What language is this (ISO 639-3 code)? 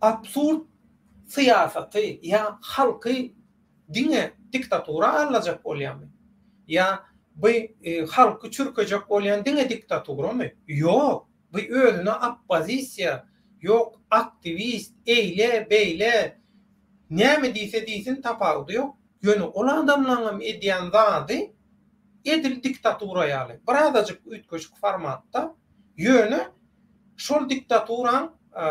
tuk